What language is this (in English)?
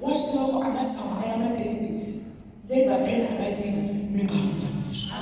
Tsonga